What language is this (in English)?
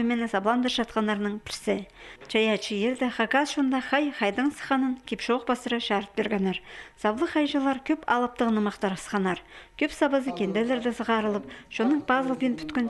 Khakas